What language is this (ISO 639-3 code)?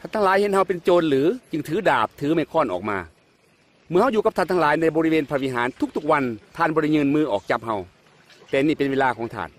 lao